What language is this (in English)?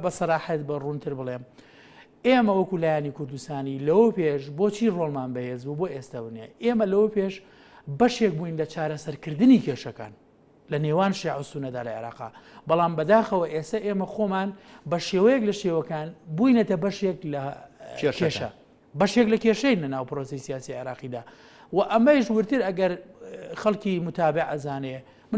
Central Kurdish